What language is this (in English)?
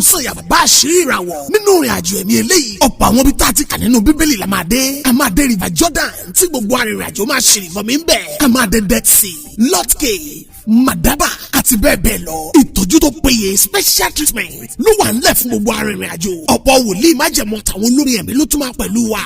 Yoruba